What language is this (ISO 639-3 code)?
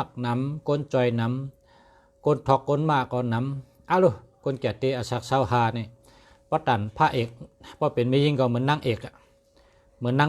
shn